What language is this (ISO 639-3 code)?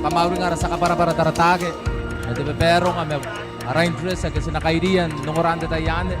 gil